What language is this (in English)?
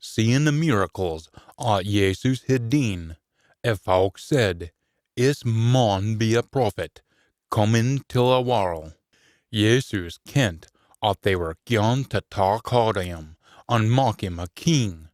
Scots